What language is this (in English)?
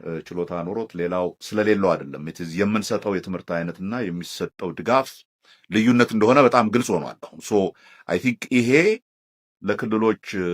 Amharic